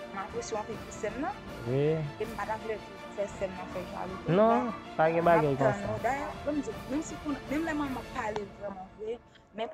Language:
Haitian Creole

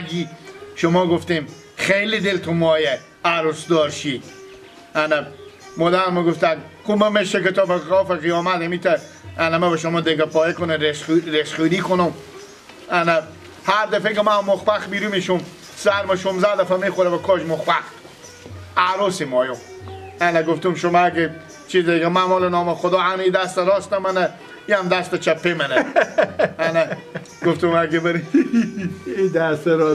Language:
Persian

